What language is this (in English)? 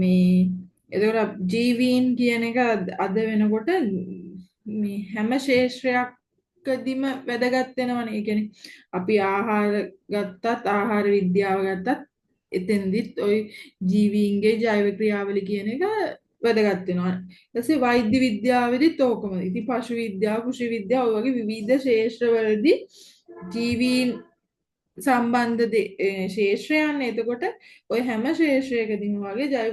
Sinhala